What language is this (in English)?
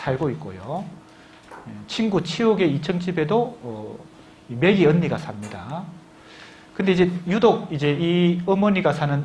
Korean